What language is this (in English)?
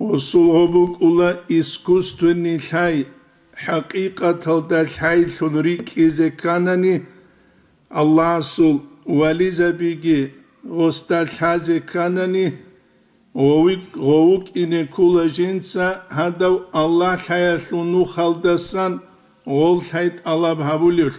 Avaric